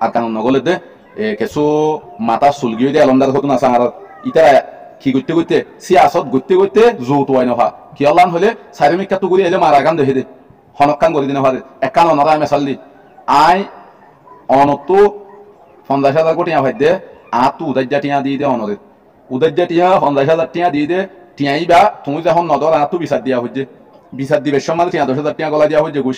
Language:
Rohingya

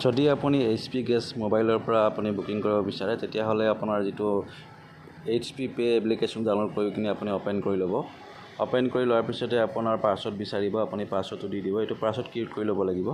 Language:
Assamese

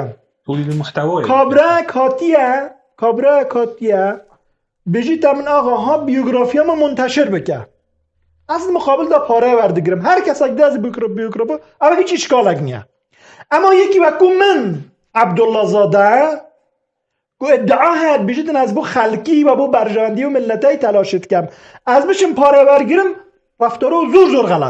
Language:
Kurdish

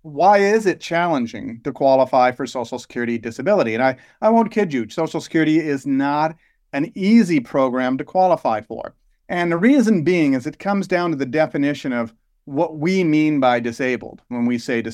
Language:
English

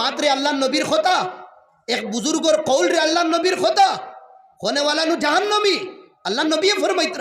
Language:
Sylheti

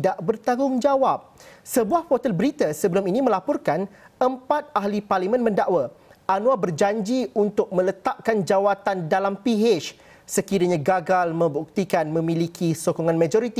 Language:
Malay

